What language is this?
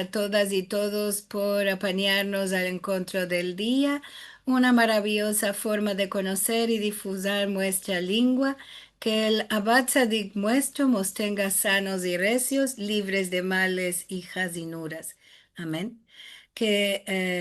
Ladino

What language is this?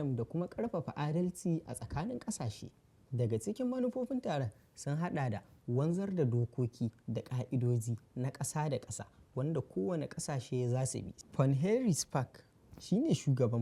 Hausa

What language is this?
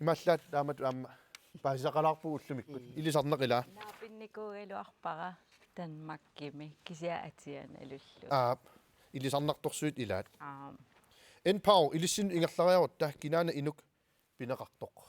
Kalaallisut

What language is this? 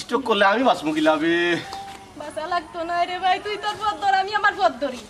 Sylheti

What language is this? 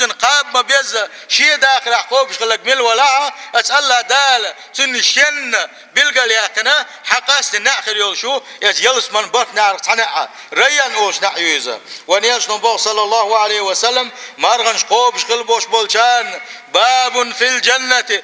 Chechen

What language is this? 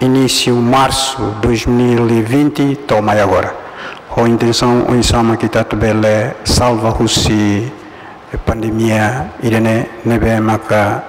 Tetum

